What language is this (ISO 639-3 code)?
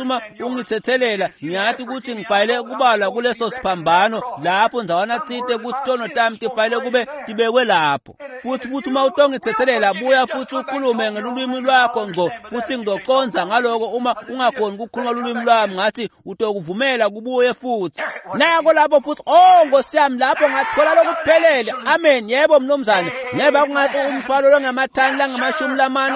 ssw